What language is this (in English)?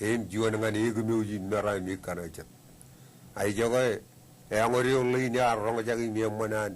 Marshallese